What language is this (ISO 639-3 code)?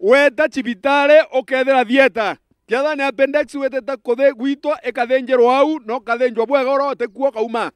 mer